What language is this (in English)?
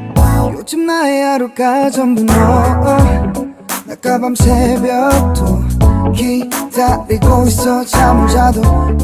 Korean